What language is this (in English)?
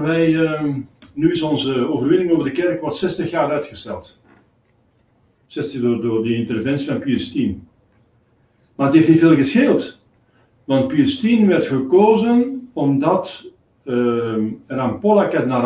Dutch